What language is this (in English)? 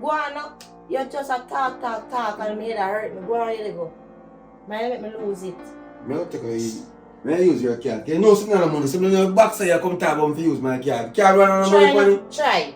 Jamaican Creole English